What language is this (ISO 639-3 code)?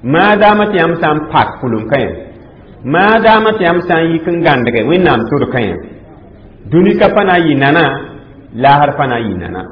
mos